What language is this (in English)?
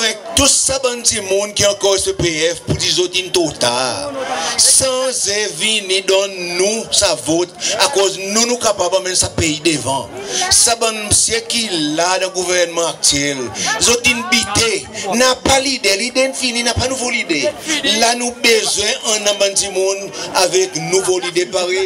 Seselwa Creole French